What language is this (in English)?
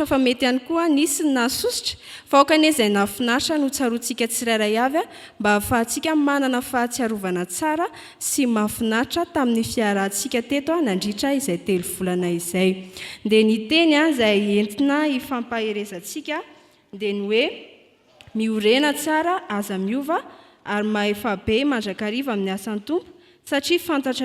Malagasy